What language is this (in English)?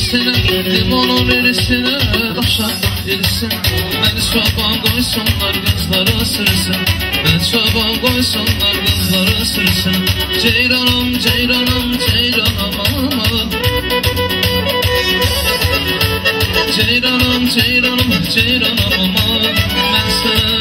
Azerbaijani